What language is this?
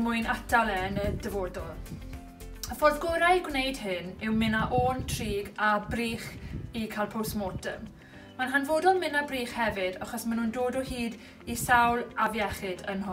Welsh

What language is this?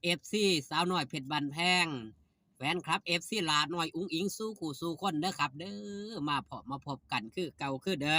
Northeastern Thai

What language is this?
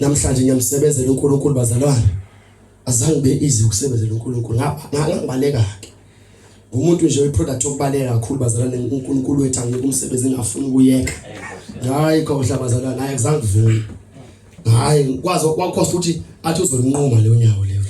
Zulu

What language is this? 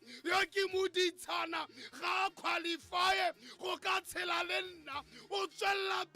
Tswana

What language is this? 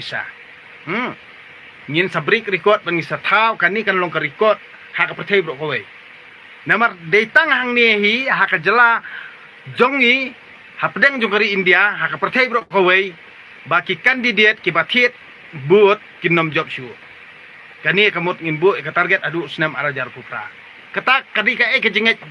Khasi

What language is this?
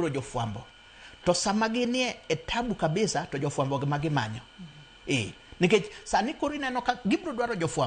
Luo (Kenya and Tanzania)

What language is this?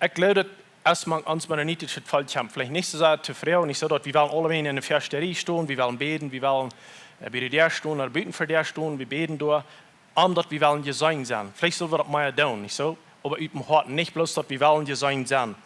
Plautdietsch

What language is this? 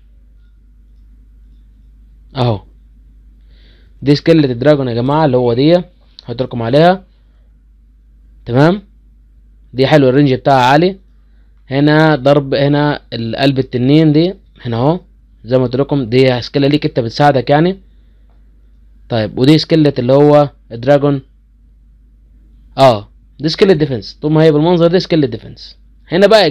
Egyptian Arabic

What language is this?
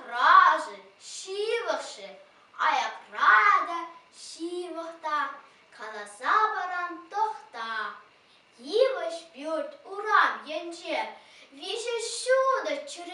Chuvash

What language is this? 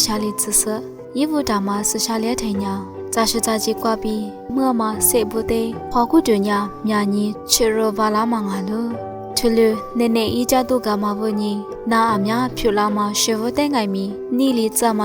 Lisu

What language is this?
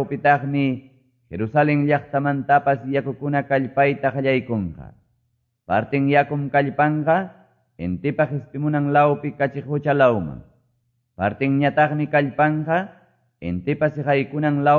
Quechua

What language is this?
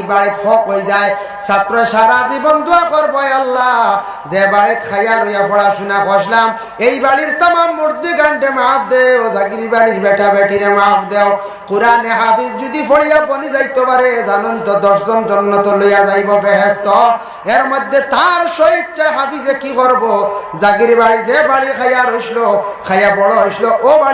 Sylheti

